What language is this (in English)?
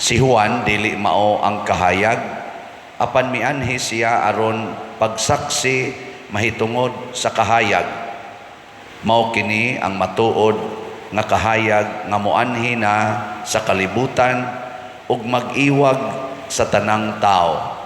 Cebuano